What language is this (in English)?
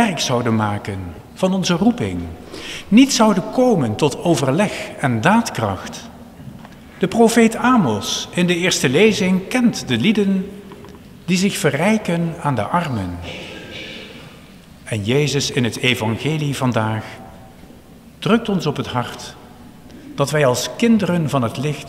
Dutch